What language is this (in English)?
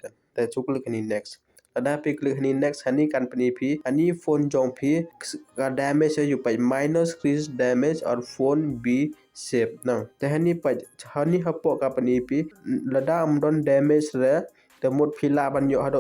Khasi